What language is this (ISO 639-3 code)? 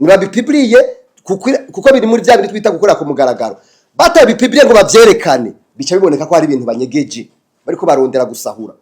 run